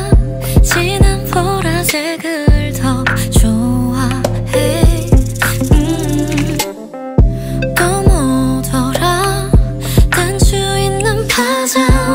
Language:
Thai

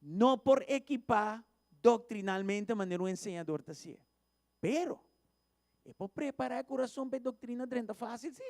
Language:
Papiamento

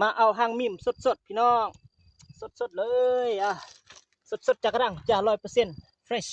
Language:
Lao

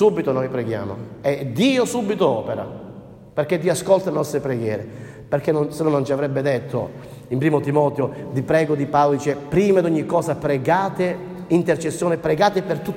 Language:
Italian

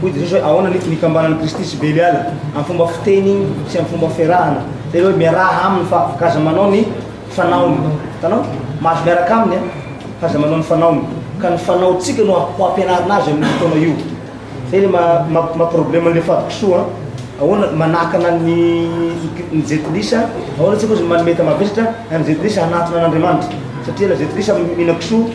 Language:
Malagasy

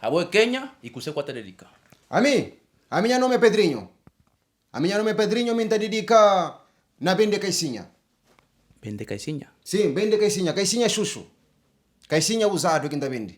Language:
Kabuverdianu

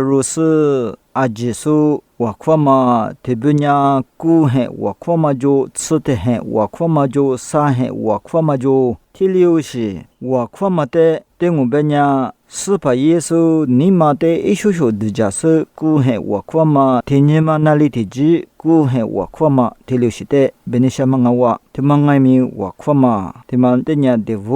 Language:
Lisu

